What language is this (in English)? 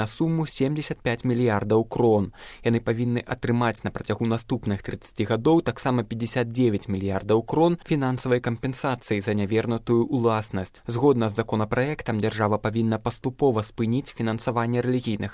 Belarusian